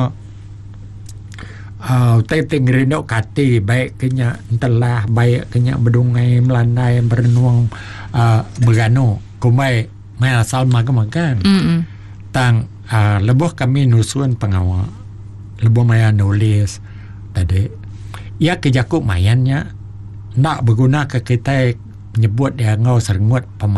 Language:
Iban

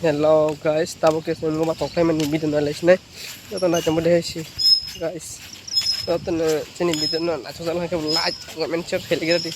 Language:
Kok Borok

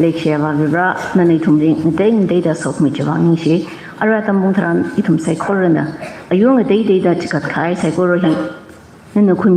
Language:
Tangkhul Naga (India)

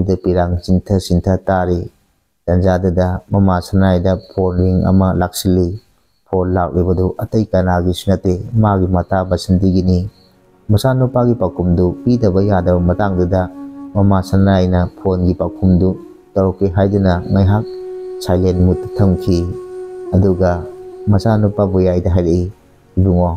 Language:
Manipuri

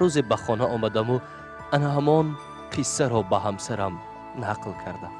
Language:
Tajik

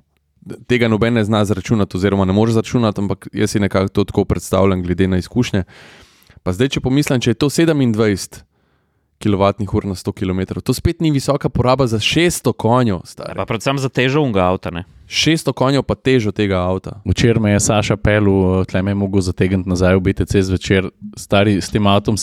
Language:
Slovenian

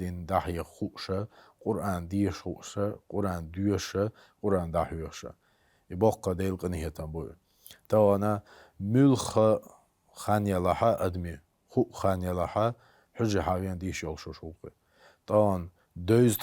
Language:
Chechen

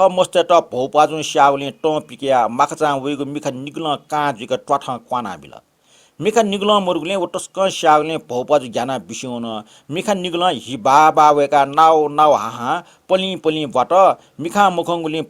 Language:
Newari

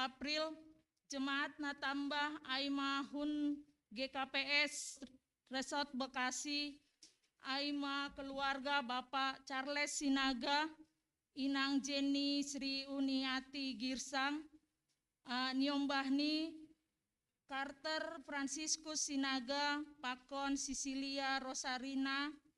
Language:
Batak Simalungun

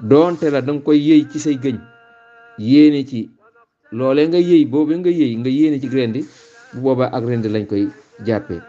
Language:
Wolof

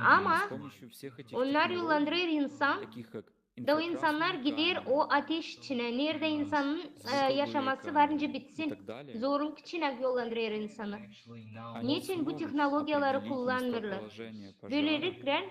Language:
Gagauz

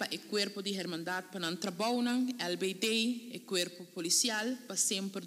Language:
Papiamento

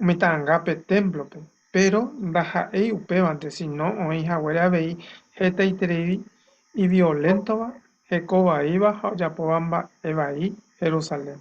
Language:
Guarani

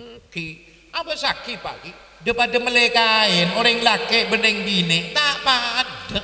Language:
Madurese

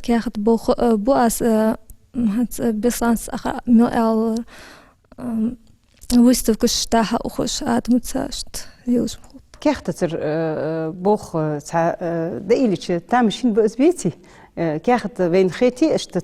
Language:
Ingush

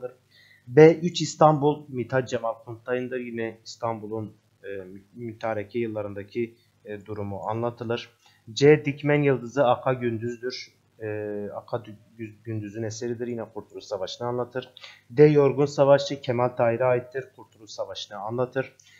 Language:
Turkish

